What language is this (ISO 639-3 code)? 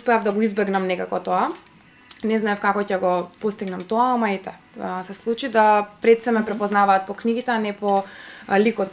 mkd